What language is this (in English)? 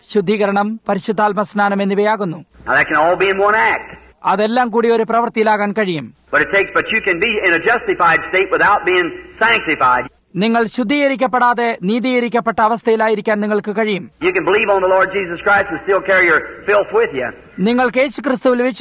Malayalam